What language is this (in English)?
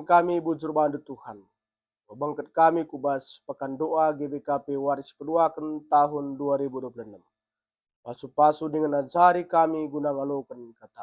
Batak Karo